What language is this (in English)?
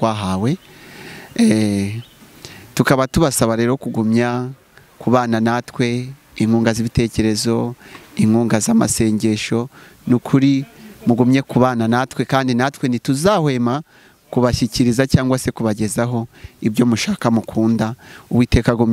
Kinyarwanda